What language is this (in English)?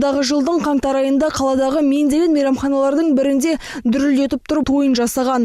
Kazakh